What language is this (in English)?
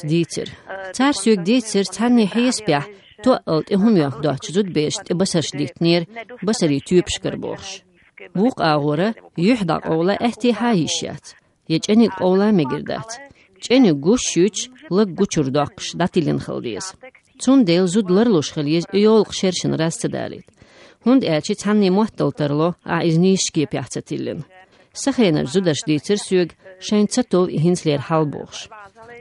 Chechen